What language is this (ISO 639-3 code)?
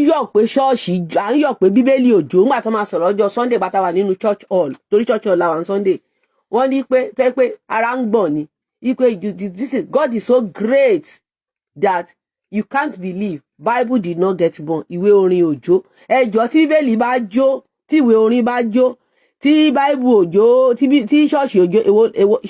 yor